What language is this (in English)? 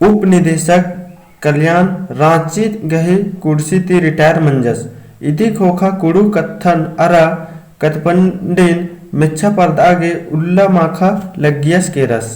Kurukh